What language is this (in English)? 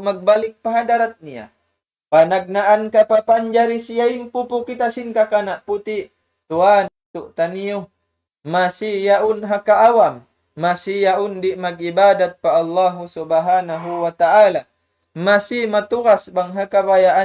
Tausug